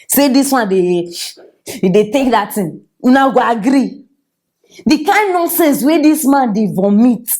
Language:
Nigerian Pidgin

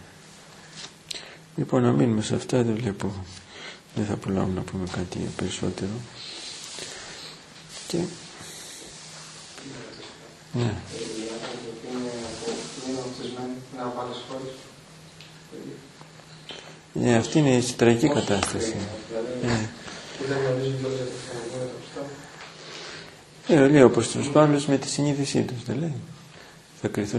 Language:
Greek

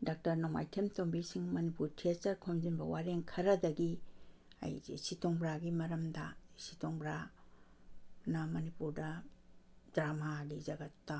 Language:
Manipuri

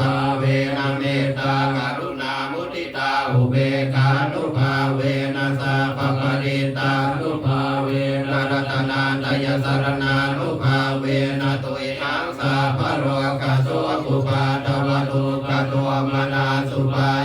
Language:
Pali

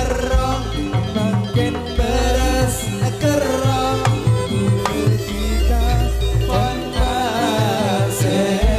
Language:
Madurese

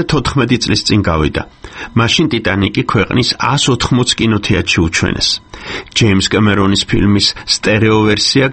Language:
Georgian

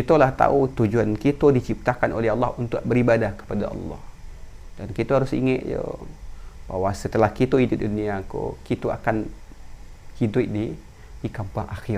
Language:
Minangkabau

